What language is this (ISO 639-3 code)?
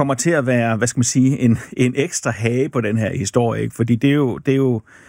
dan